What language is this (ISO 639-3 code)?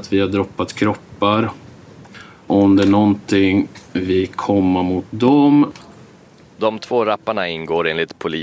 swe